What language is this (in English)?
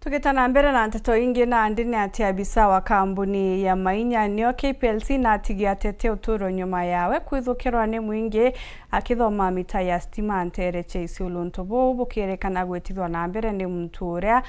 Meru